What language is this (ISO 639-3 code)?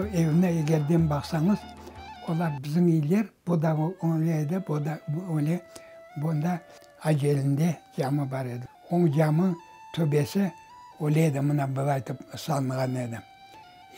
crh